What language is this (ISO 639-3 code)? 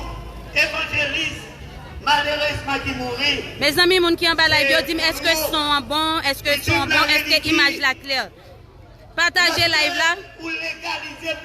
hat